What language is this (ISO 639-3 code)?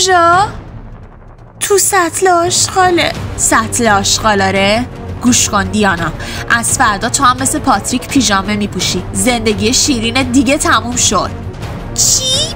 fas